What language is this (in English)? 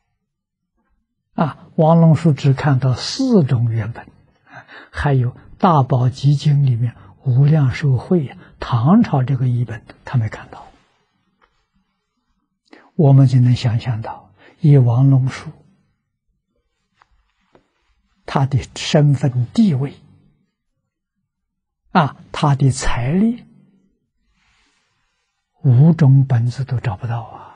Chinese